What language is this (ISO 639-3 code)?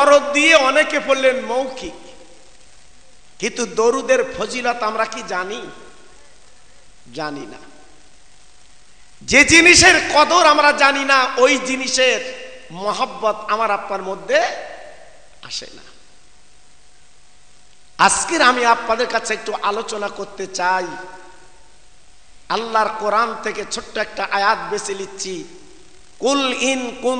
ben